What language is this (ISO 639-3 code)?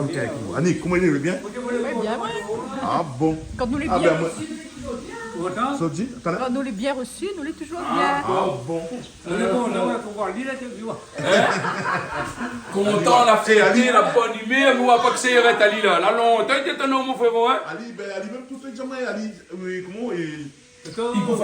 rcf